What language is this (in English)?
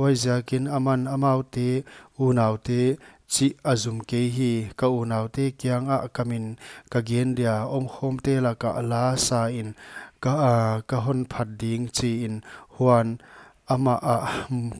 Paite Chin